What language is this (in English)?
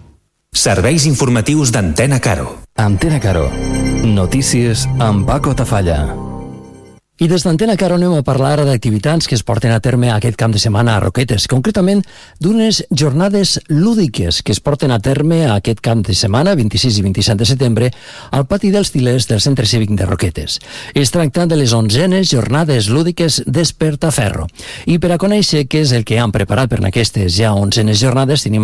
Catalan